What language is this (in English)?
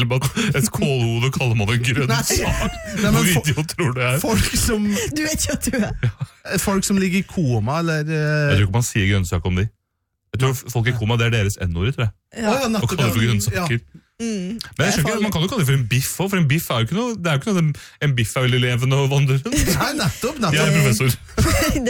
Norwegian